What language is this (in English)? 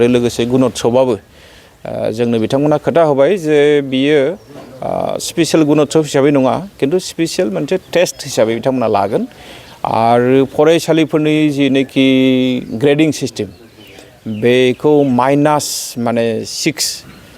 Bodo